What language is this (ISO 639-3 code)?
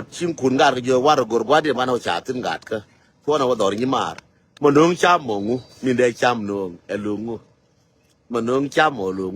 nus